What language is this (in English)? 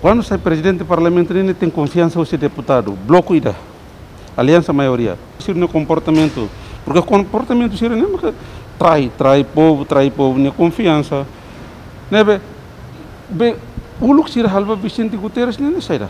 Tetum